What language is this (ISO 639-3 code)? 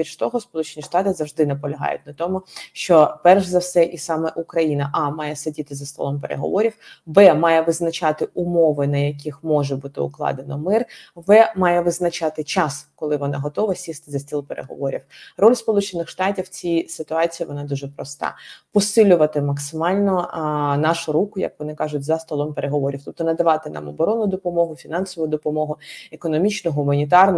ukr